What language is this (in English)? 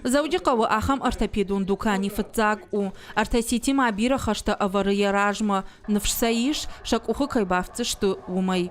Ossetic